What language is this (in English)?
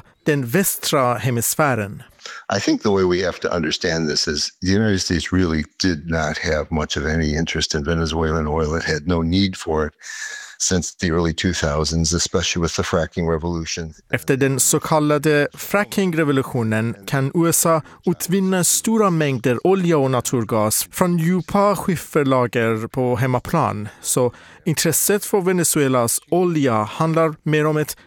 Swedish